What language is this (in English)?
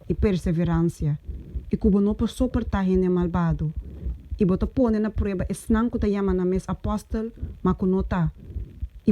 Papiamento